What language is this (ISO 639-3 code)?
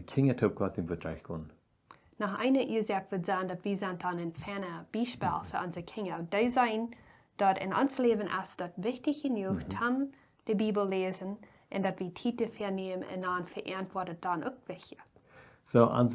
pdt